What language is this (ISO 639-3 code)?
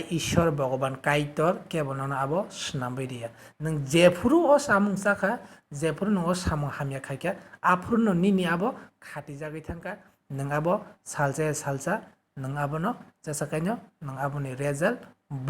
trp